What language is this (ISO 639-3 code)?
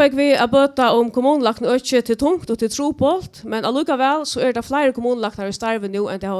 fao